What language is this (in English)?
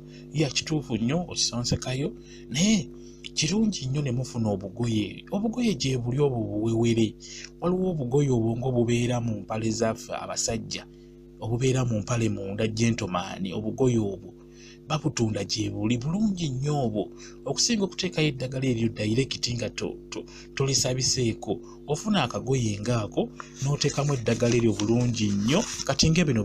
Ganda